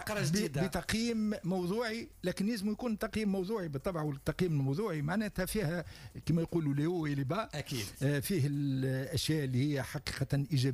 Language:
Tunisian Arabic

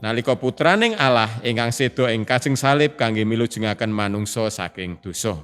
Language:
Javanese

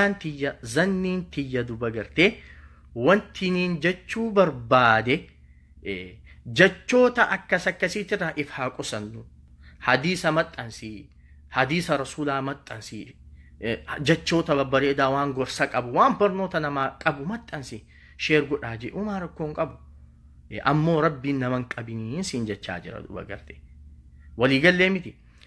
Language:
Oromo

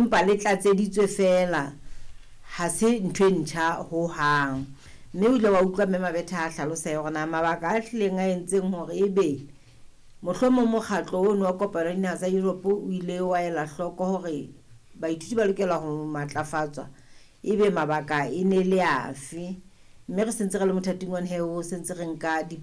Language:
Southern Sotho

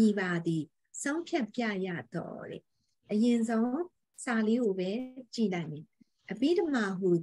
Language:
Burmese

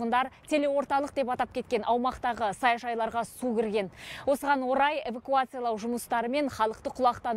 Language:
Kazakh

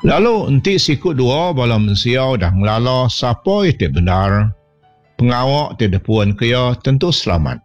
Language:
Iban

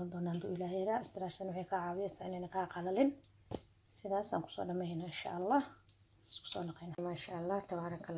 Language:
Somali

